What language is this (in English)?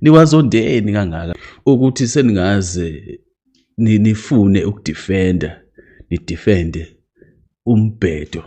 Zulu